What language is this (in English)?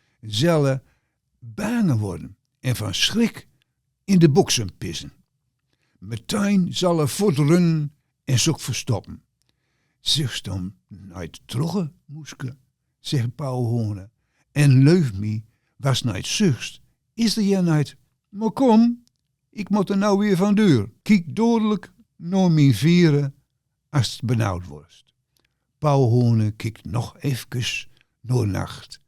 Gronings